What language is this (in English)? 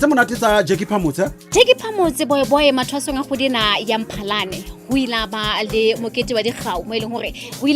Southern Sotho